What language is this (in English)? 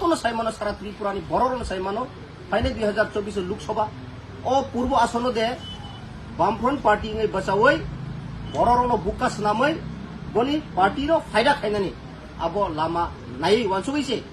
Kok Borok